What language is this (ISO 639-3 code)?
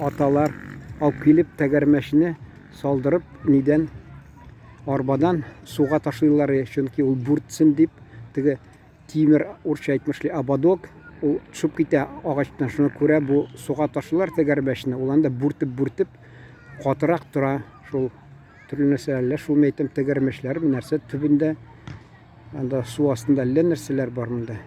tat